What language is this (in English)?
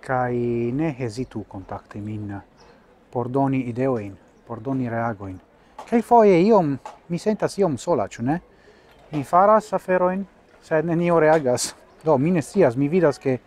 Esperanto